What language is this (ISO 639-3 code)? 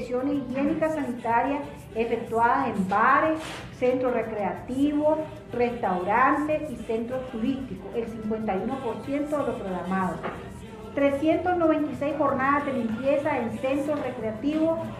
spa